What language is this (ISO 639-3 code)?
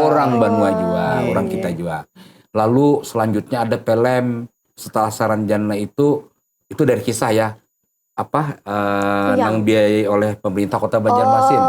bjn